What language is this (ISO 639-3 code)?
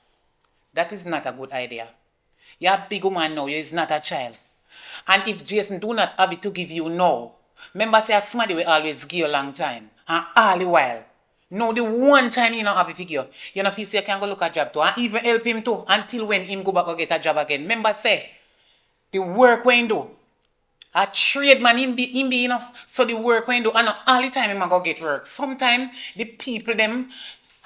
jam